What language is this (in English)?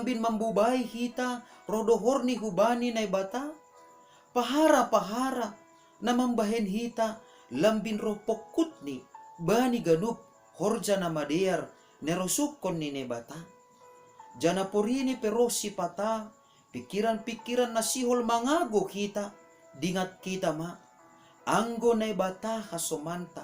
Batak Simalungun